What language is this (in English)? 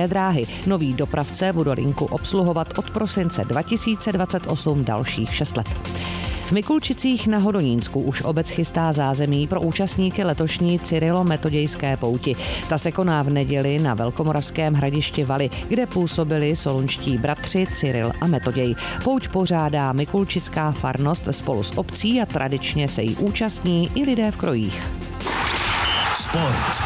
Czech